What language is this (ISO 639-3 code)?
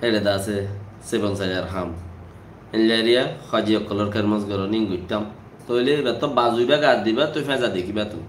rhg